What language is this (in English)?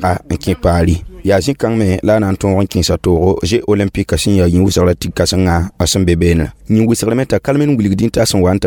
Mossi